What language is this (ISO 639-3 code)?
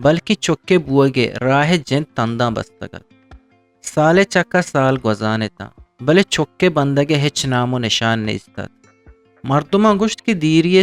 bgp